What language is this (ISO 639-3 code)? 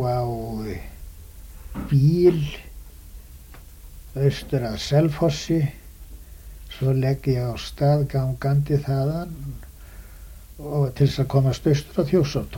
isl